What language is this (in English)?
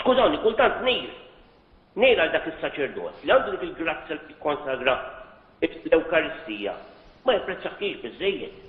Maltese